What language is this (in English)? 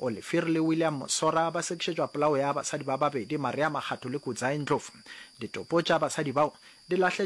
Northern Sotho